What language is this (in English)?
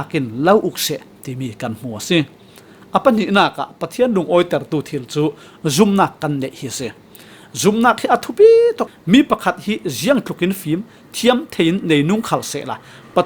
Falam Chin